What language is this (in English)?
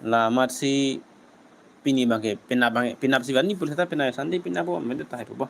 Karbi